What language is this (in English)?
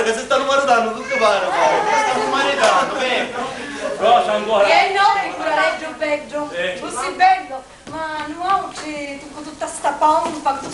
Sicilian